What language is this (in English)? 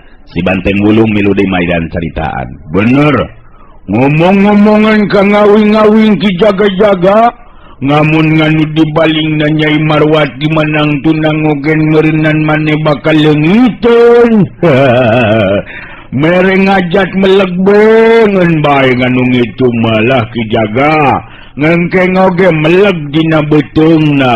Sundanese